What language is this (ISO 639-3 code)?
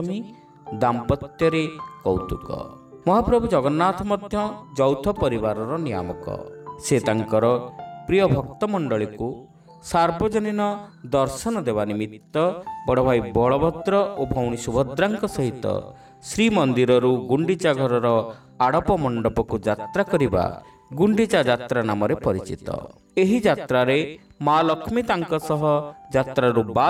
ori